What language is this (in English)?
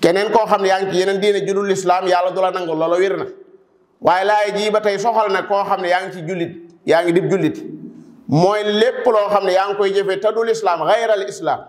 Wolof